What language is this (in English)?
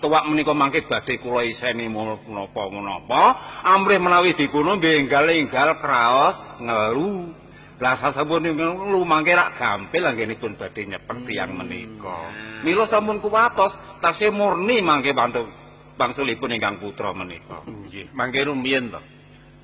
Javanese